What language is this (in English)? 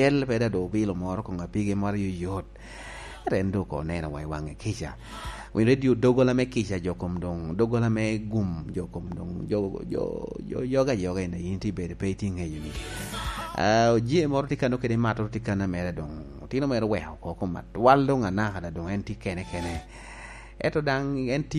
Lango (Uganda)